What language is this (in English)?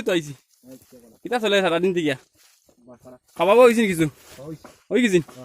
Sylheti